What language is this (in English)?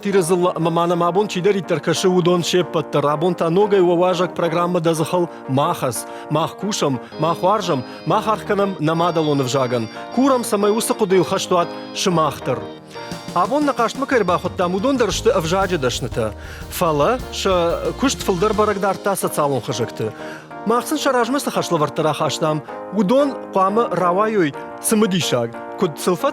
Ossetic